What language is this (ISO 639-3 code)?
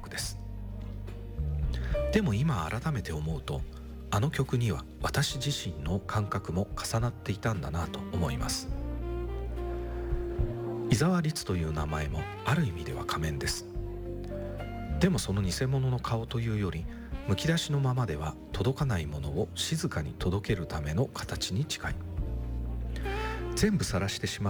jpn